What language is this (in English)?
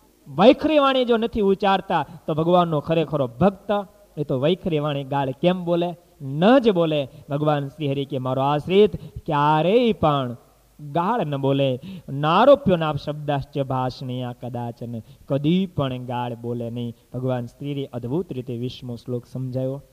Gujarati